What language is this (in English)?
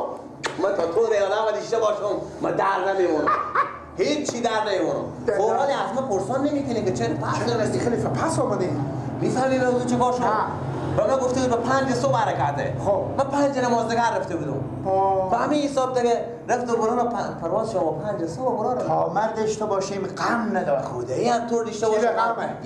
Persian